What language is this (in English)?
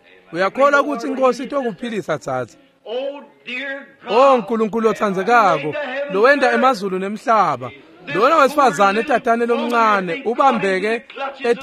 Swati